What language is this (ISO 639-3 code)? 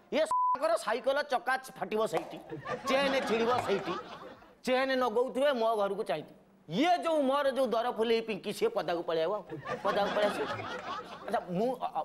ori